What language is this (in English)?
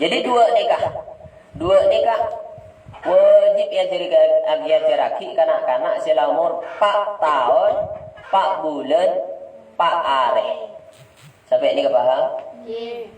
Madurese